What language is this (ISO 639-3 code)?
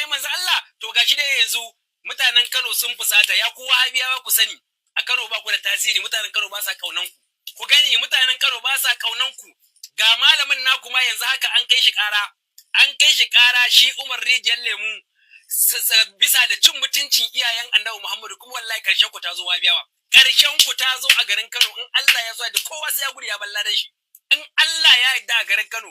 hau